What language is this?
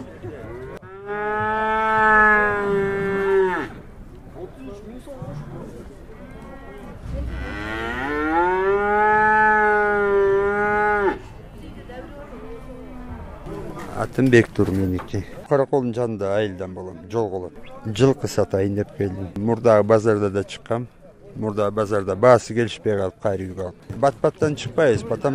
Kyrgyz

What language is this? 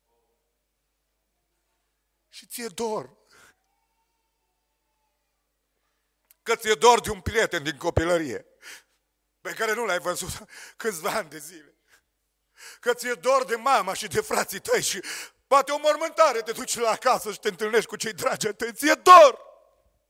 Romanian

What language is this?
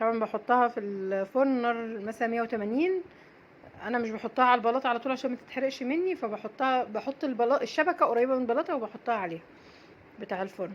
Egyptian Arabic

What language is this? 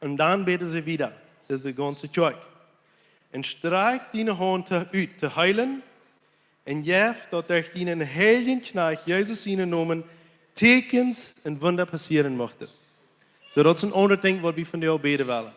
Plautdietsch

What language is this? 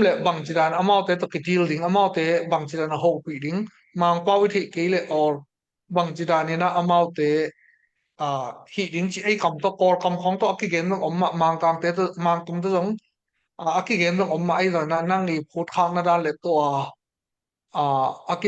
Tedim Chin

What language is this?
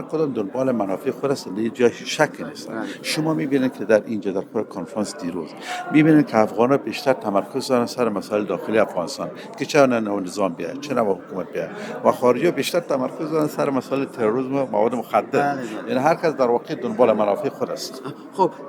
Persian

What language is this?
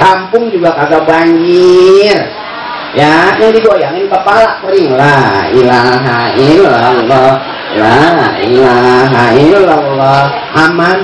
Betawi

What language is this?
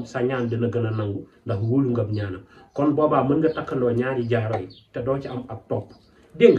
Wolof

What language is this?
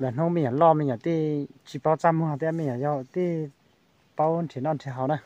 Hmong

